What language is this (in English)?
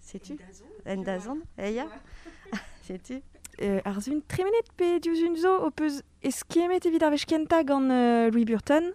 Breton